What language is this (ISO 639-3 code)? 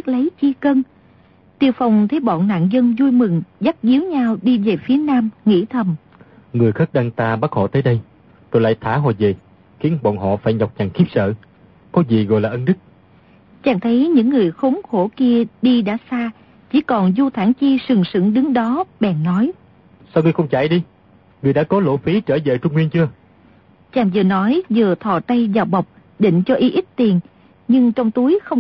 vie